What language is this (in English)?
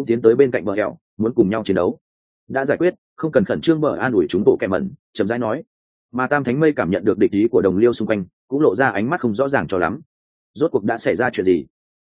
Vietnamese